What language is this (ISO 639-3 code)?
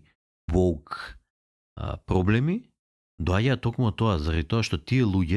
mkd